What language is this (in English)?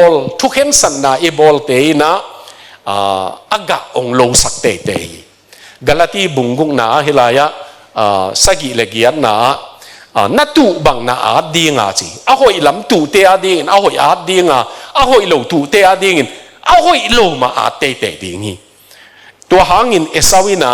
Tedim Chin